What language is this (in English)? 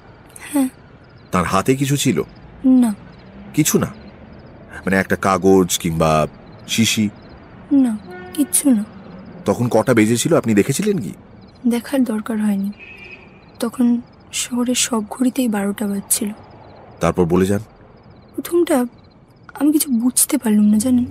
Bangla